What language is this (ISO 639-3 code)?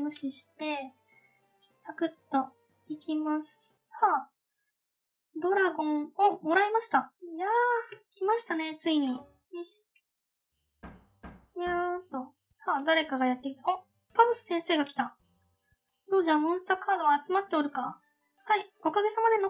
jpn